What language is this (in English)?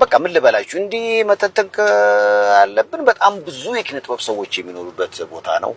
Amharic